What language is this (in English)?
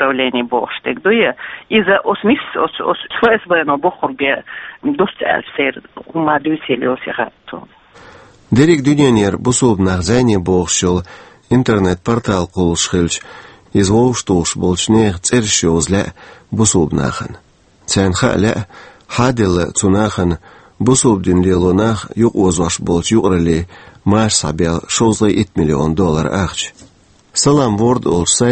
Chechen